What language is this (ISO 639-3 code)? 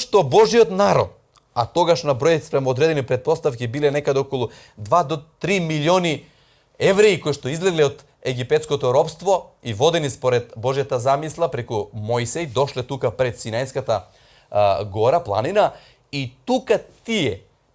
mkd